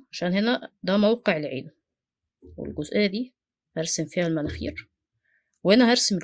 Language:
Egyptian Arabic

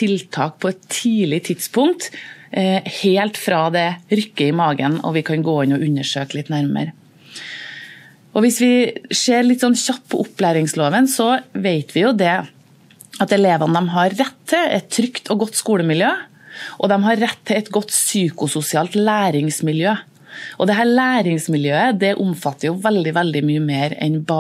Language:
Norwegian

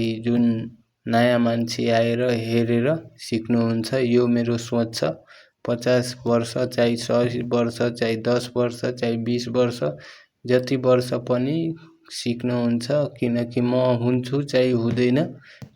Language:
Nepali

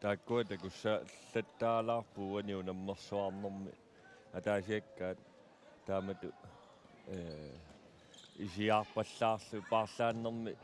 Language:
Kalaallisut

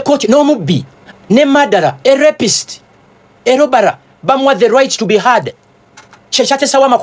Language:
Ganda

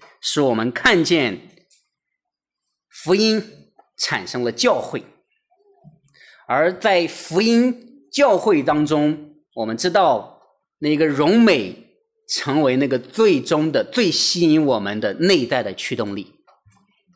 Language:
Chinese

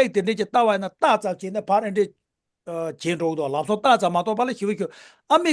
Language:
Tibetan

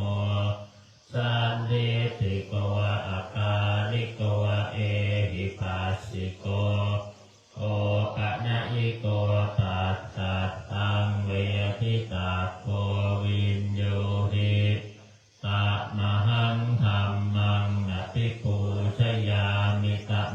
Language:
Pali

